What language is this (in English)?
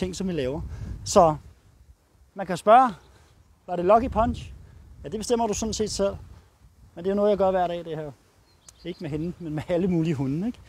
Danish